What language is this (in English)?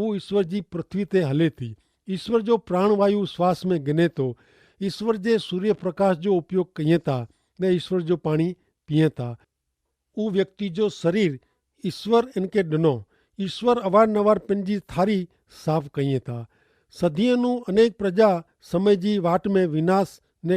Kachhi